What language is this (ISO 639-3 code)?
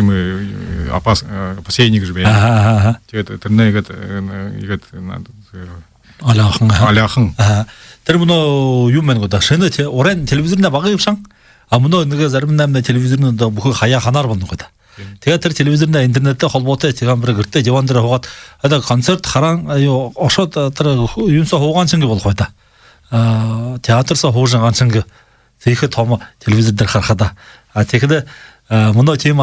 bua